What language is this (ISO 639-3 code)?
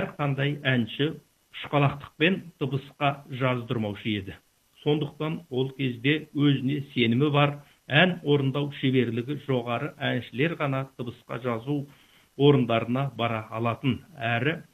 kaz